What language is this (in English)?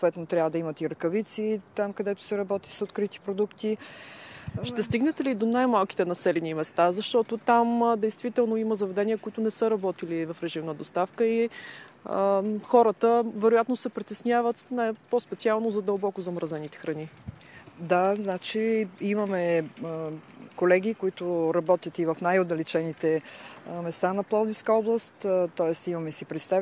Bulgarian